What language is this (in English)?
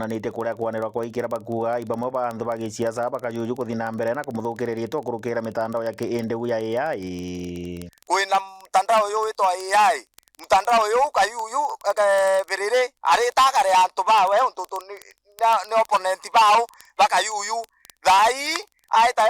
Meru